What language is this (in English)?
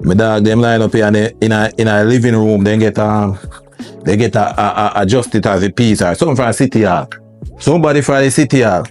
Jamaican Creole English